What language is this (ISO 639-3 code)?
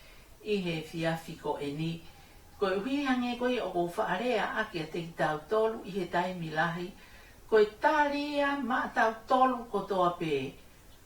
ton